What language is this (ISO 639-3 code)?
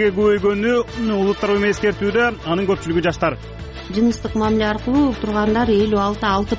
kir